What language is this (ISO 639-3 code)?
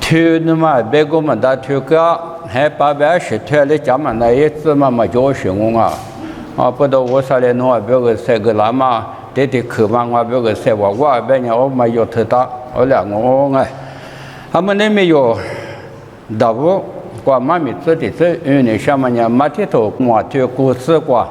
lis